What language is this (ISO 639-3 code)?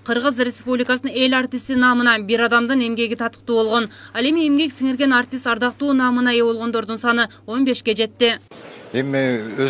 kir